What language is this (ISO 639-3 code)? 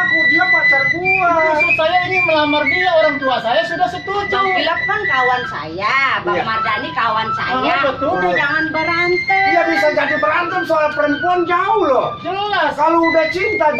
bew